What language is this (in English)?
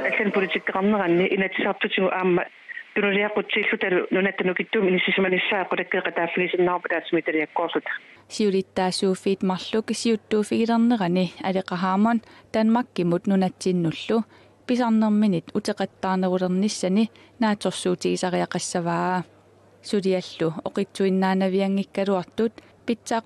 Kalaallisut